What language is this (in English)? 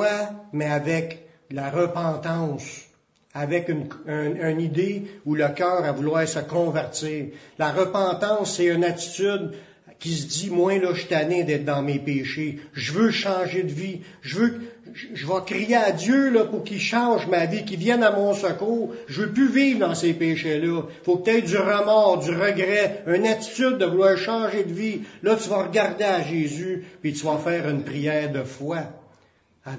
French